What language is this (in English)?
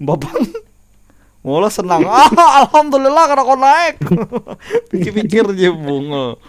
Banjar